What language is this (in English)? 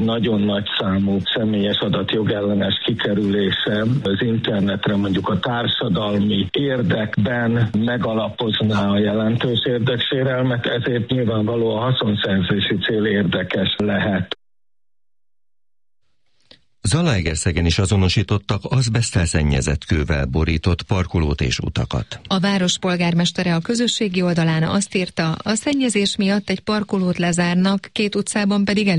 Hungarian